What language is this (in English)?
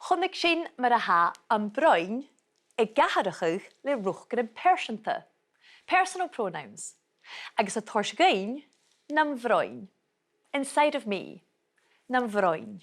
Scottish Gaelic